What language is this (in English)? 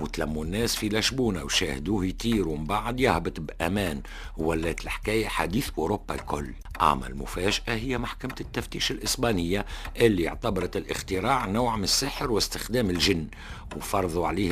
Tunisian Arabic